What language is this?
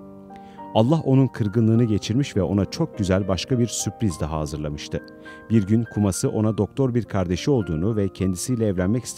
Turkish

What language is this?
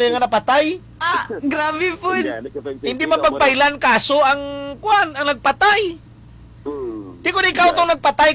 Hiligaynon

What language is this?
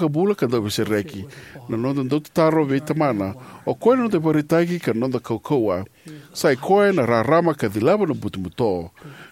Fijian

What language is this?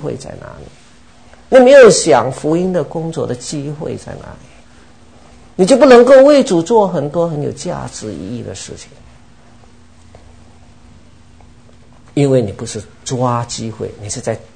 Chinese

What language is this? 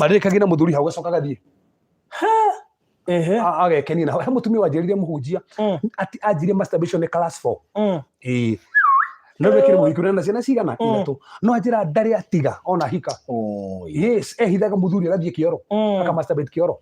Kikuyu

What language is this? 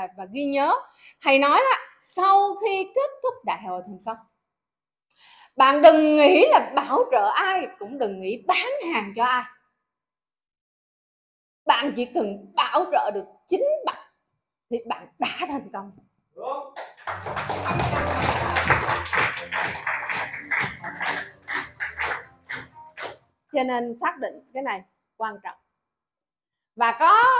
Vietnamese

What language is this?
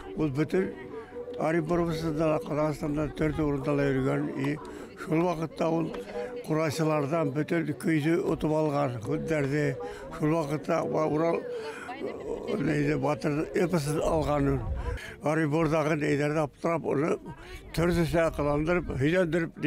Bashkir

